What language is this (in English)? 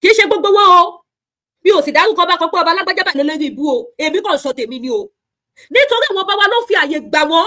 Yoruba